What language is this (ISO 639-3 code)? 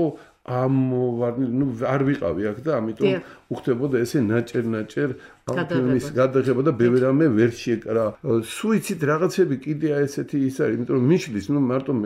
kat